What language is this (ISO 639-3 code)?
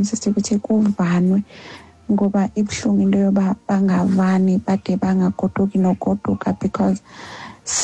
xho